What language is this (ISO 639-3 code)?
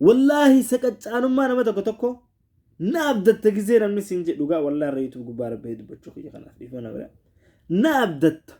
orm